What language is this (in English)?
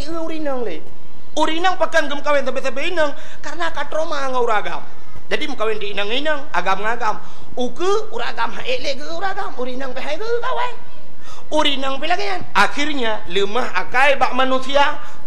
Achinese